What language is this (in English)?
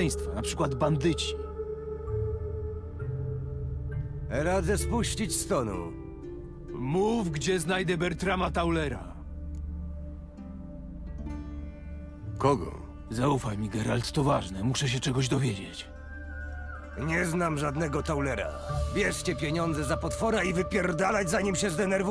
Polish